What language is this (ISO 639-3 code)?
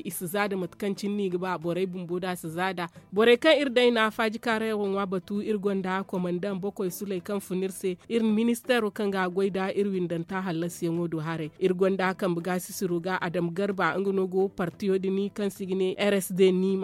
dje